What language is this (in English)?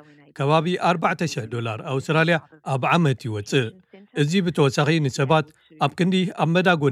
Tigrinya